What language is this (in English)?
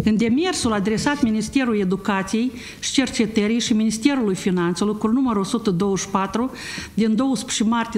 Romanian